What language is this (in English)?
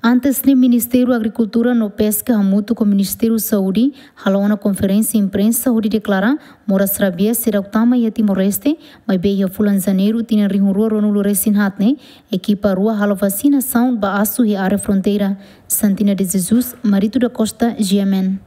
Tetum